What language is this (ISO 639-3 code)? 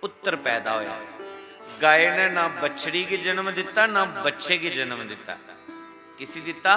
doi